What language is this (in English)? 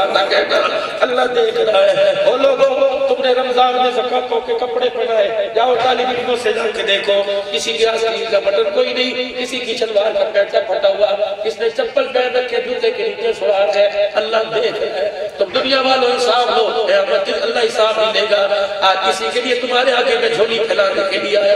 Urdu